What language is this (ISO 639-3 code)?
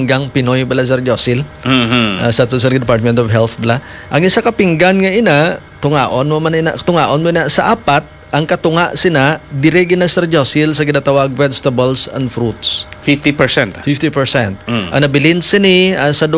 hil